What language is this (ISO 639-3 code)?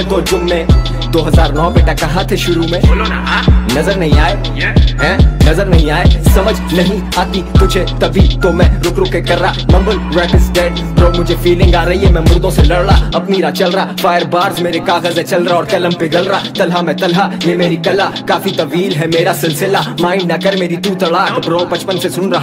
hin